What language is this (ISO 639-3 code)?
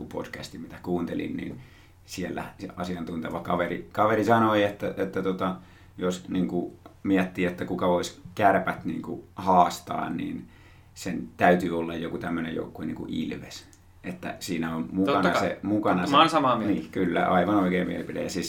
fin